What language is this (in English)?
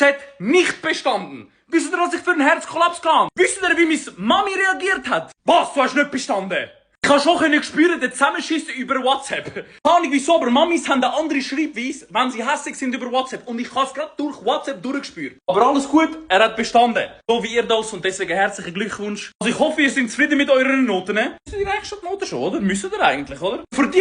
Swiss German